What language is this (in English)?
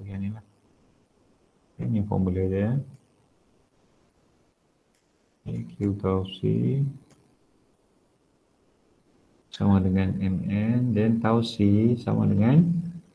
Malay